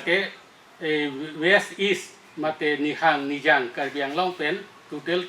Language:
Karbi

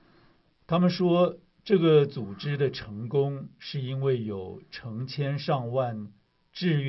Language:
Chinese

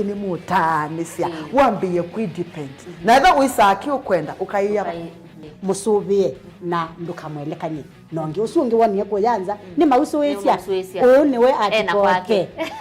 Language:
Kamba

